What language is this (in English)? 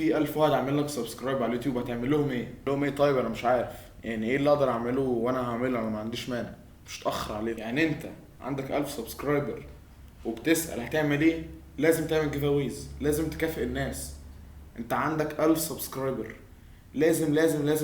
Egyptian Arabic